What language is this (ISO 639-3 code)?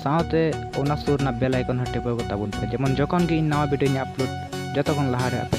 sat